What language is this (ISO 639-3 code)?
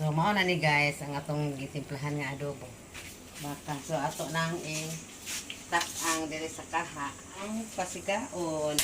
ceb